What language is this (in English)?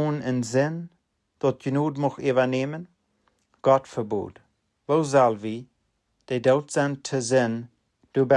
Plautdietsch